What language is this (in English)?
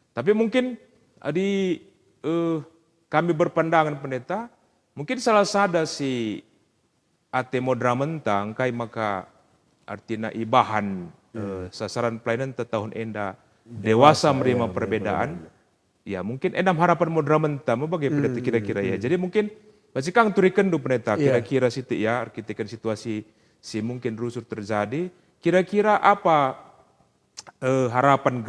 Batak Karo